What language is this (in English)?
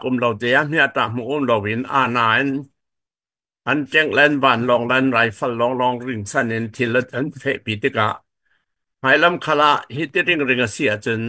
Falam Chin